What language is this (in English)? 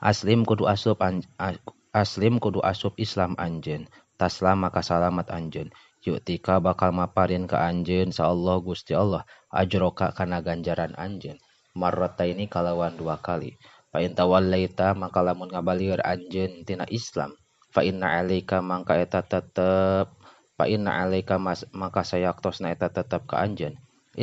Sundanese